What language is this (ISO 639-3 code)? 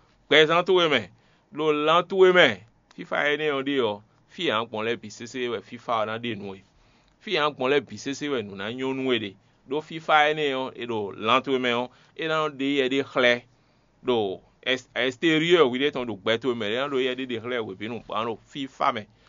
fon